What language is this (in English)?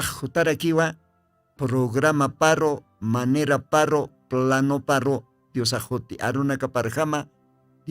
Aymara